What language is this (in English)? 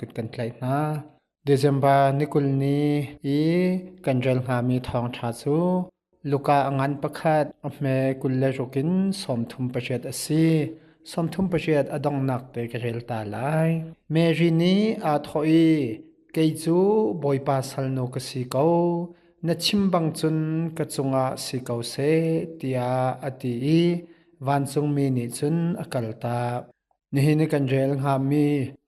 Hakha Chin